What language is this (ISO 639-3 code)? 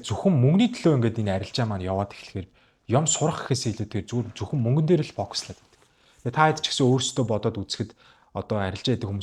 mon